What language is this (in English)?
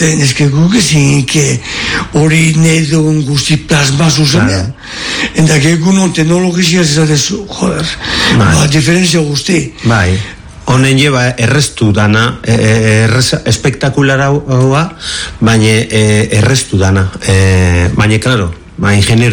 Basque